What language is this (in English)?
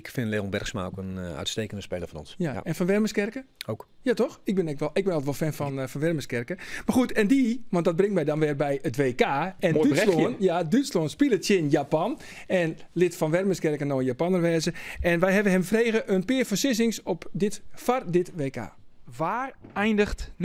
Western Frisian